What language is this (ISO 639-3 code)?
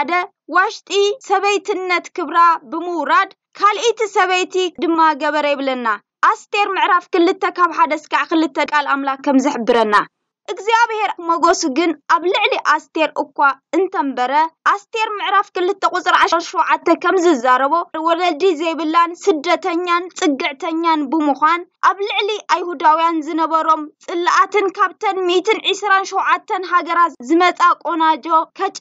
tir